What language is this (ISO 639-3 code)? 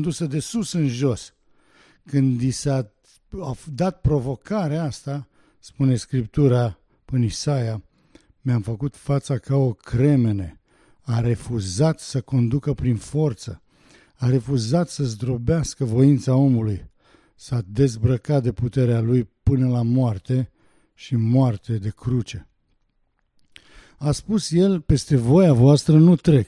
ron